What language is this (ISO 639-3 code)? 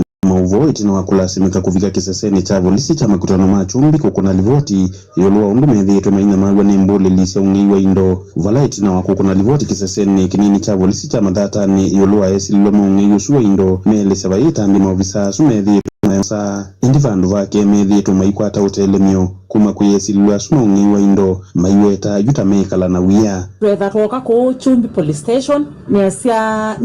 kam